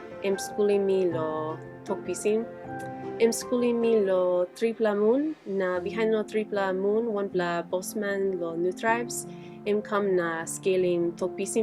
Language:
Tok Pisin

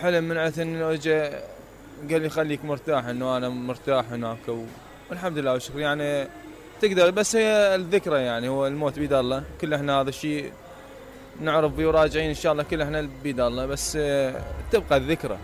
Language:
Mesopotamian Arabic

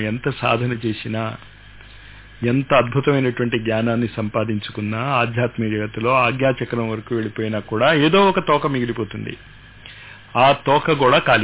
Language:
Telugu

